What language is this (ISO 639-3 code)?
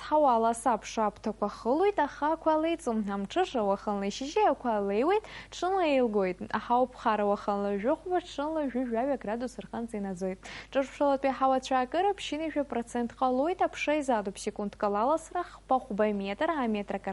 abk